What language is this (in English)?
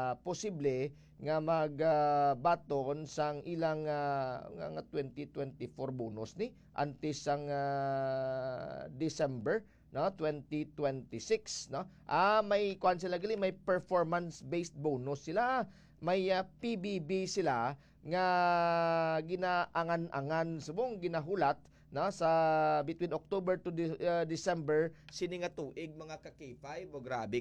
Hiligaynon